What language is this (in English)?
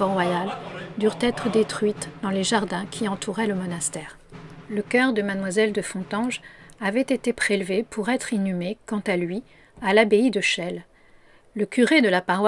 French